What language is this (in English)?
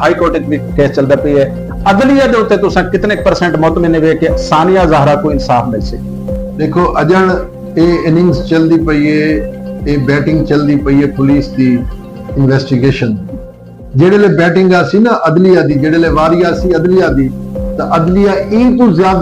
Saraiki